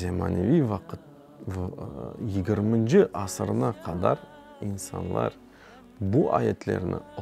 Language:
Crimean Tatar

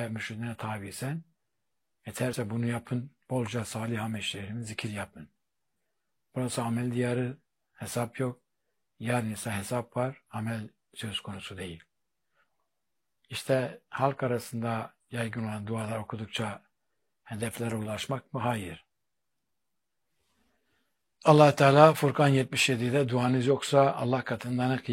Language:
Turkish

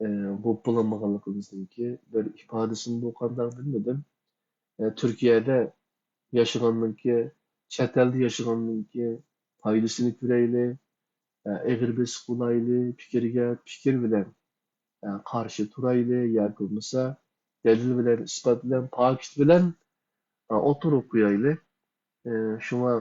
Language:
Uyghur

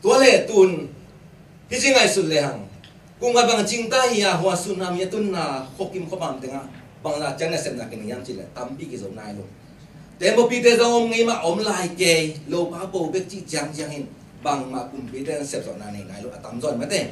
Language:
Tedim Chin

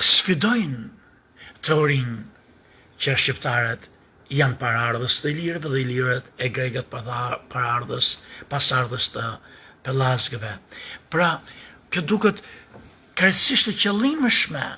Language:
Albanian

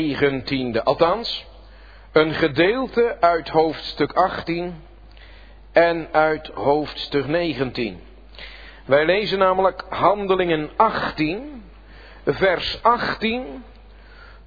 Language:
Dutch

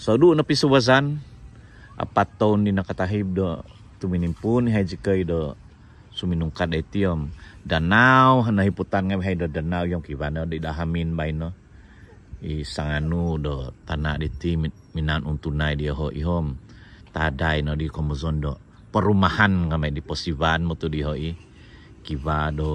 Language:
Central Dusun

